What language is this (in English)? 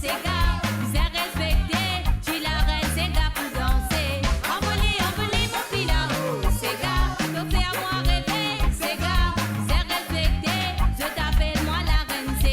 Morisyen